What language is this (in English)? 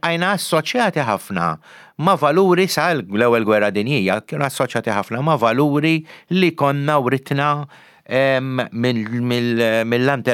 Maltese